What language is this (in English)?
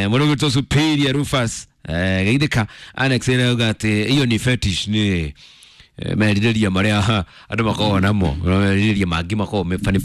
Kikuyu